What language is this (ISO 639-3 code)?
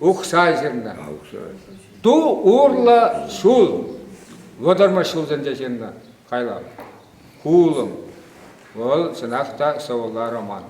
chv